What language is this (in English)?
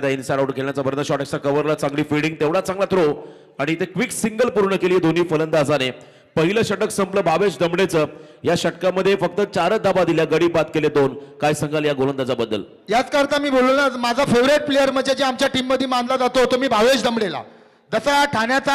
Marathi